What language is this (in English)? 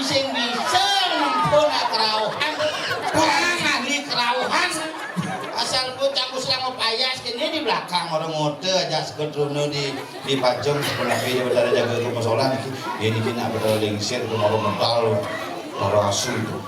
Balinese